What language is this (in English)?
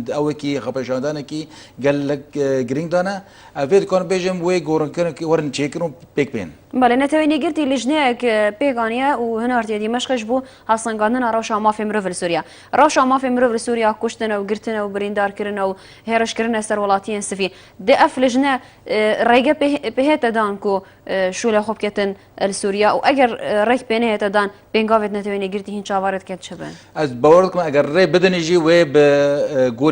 Kurdish